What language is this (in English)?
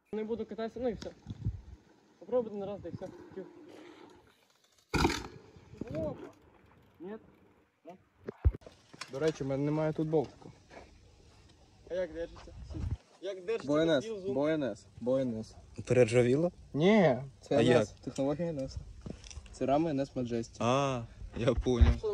Ukrainian